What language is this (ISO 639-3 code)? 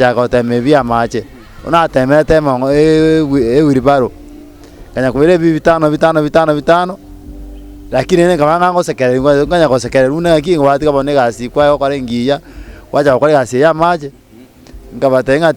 guz